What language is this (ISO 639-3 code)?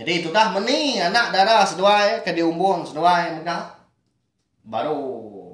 iba